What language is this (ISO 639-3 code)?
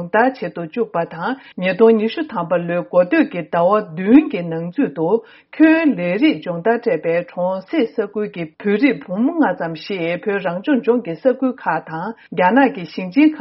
bod